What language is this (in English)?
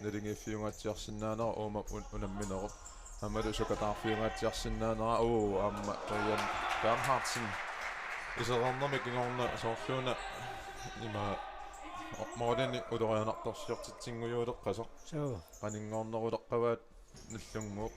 Kalaallisut